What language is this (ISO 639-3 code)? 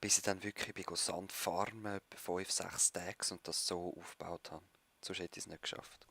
gsw